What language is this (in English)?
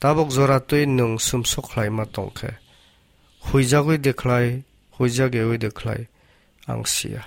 Kok Borok